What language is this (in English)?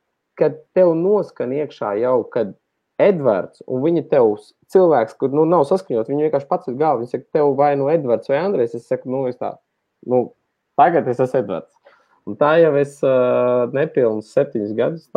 Latvian